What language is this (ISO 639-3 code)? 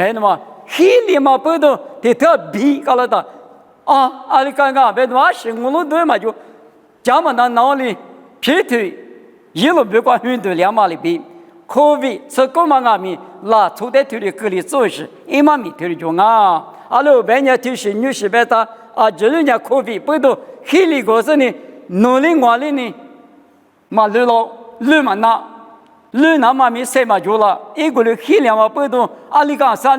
lis